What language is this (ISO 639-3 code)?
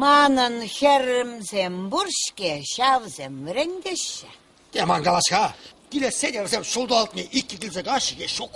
chv